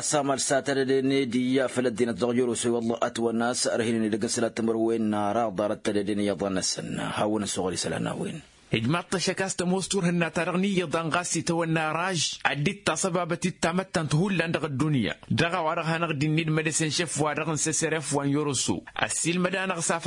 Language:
Tamasheq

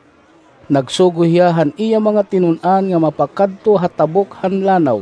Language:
Waray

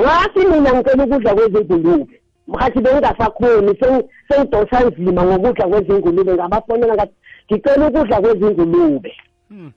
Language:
South Ndebele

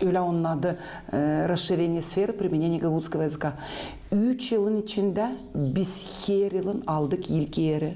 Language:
Gagauz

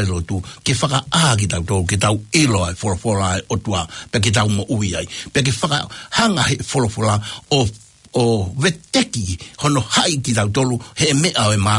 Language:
Tongan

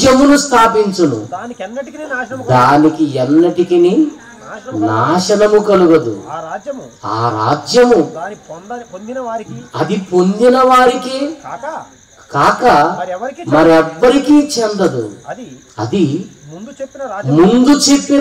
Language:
Telugu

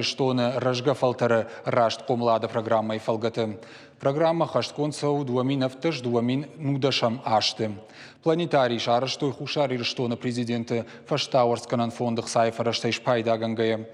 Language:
Ossetic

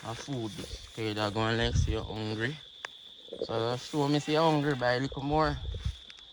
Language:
Jamaican Creole English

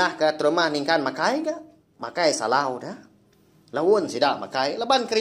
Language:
Iban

